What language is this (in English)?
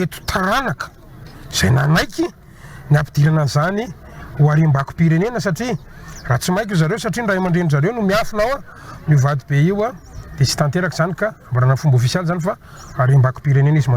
Malagasy